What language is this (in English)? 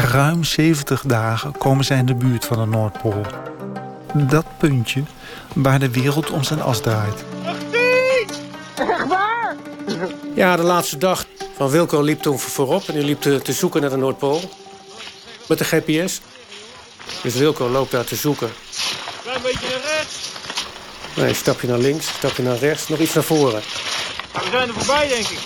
Dutch